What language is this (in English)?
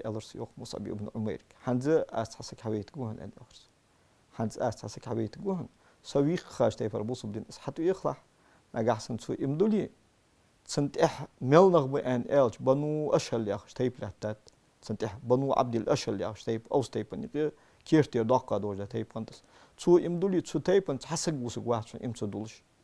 Ingush